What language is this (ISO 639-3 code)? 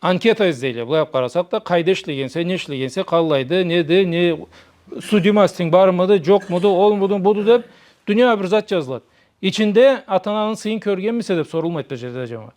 krc